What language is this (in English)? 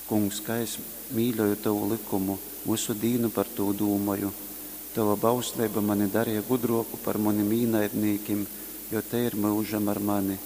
Latgalian